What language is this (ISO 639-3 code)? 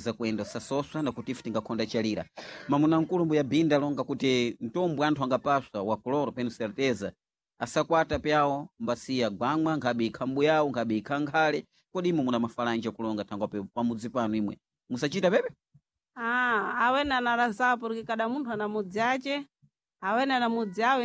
seh